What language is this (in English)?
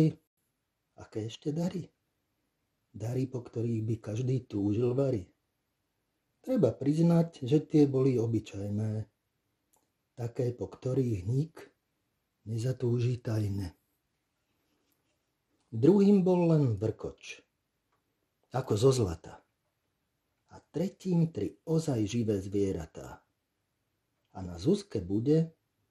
Slovak